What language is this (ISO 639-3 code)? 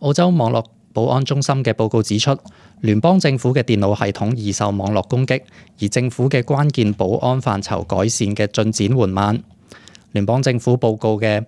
yue